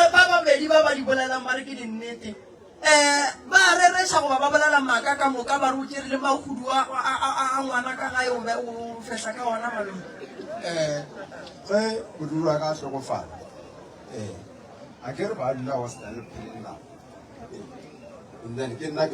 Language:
Northern Sotho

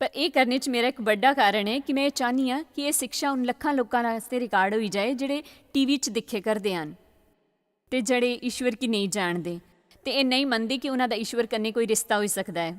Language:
Dogri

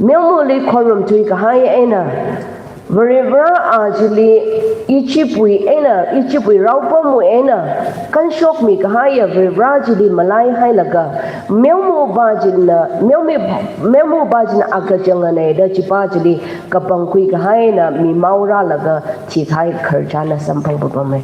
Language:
Tangkhul Naga (India)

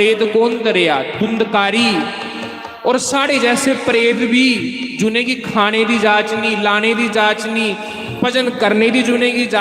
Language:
Dogri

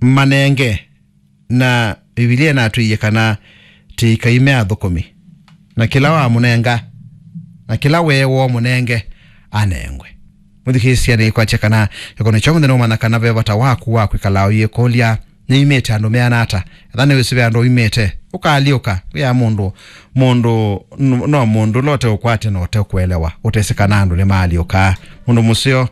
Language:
Kamba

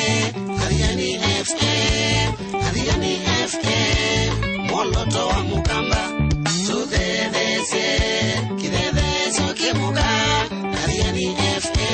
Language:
Kamba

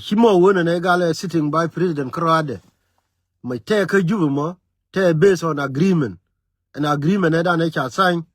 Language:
Nuer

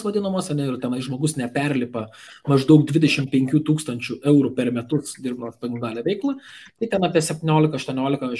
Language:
Lithuanian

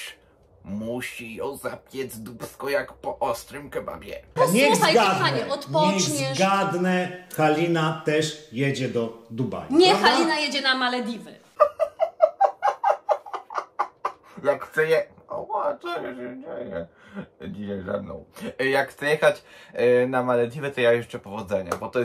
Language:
Polish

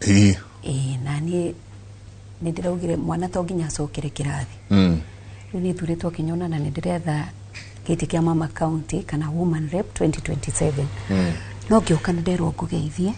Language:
Kikuyu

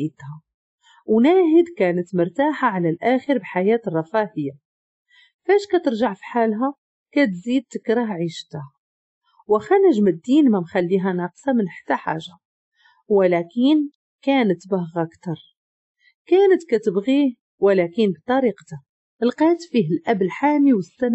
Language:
Moroccan Arabic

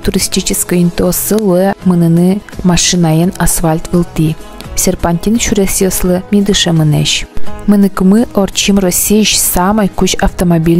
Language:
Udmurt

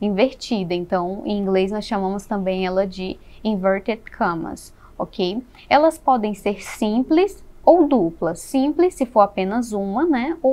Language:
Portuguese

